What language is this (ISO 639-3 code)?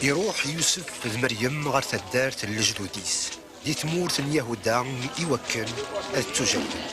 kab